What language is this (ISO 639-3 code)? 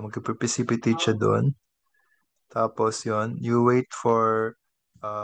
fil